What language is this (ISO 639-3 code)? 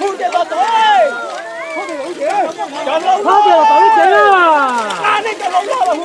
hmn